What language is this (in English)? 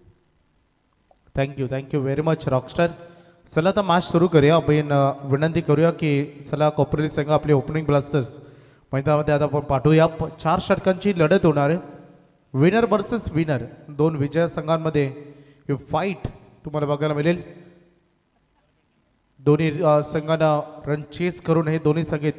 Marathi